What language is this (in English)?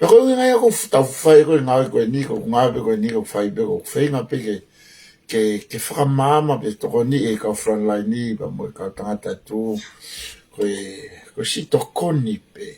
Tongan